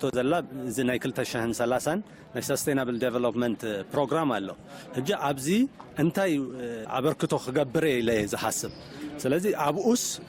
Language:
Tigrinya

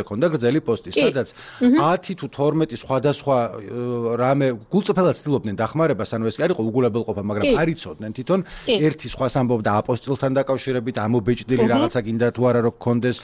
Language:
Georgian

